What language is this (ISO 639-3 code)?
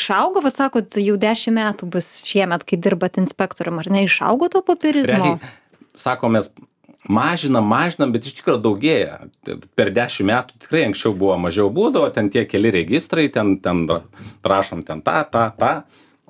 lit